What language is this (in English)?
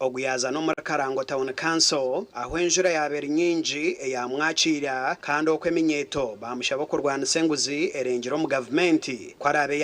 Nyankole